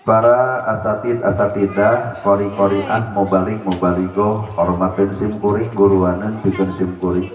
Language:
Sundanese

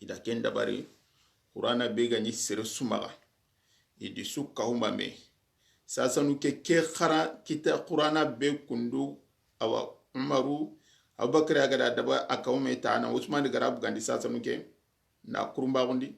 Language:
Soninke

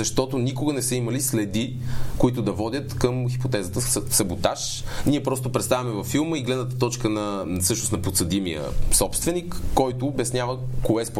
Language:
Bulgarian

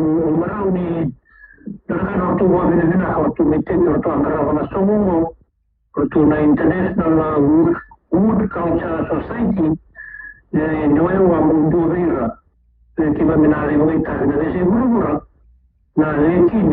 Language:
Fijian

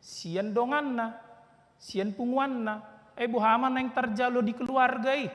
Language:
Batak Toba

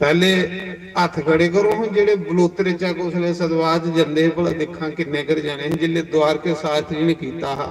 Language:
Dogri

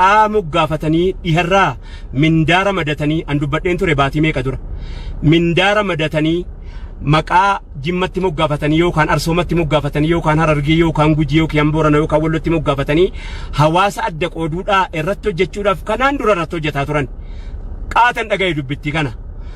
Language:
Oromo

